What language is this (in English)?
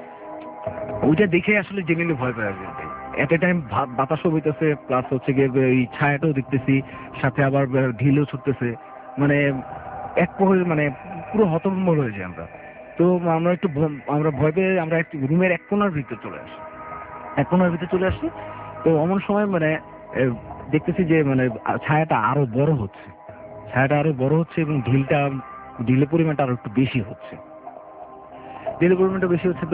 Bangla